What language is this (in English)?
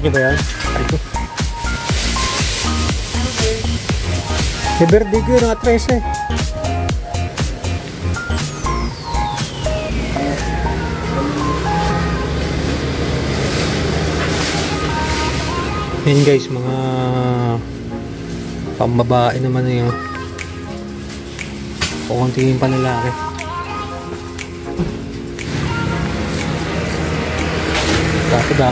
Filipino